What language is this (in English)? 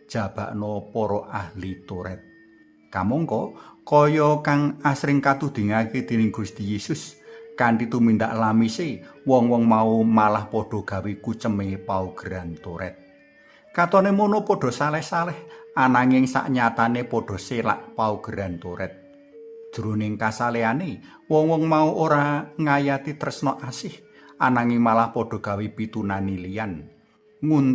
Javanese